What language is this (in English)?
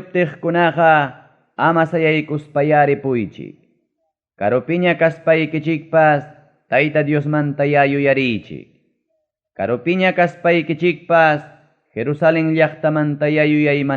Ayacucho Quechua